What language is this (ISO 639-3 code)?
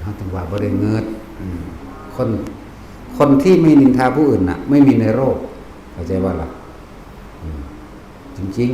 tts